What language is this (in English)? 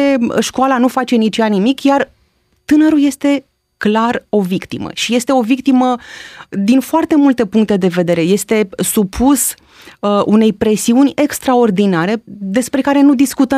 Romanian